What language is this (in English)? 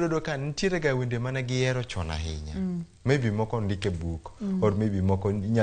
Luo (Kenya and Tanzania)